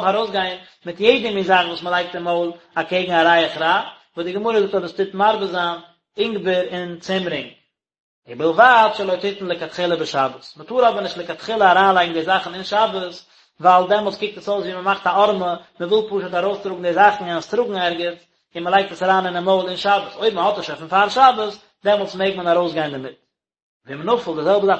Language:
Yiddish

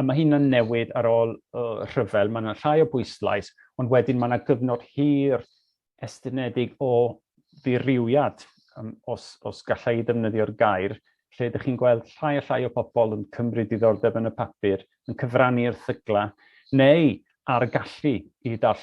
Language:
Welsh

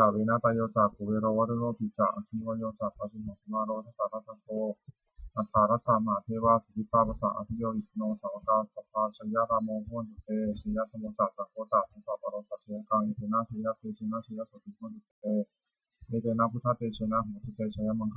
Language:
Pali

